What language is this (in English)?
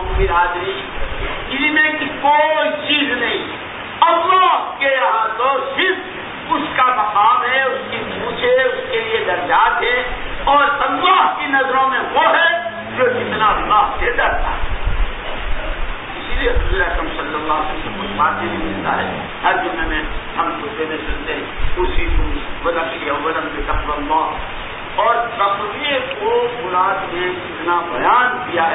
Urdu